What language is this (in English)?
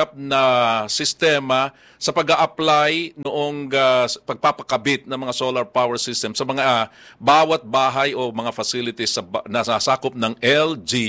Filipino